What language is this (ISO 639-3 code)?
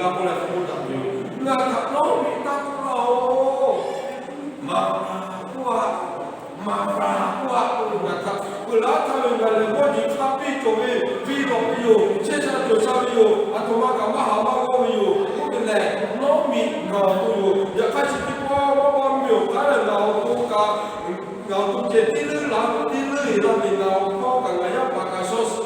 lhu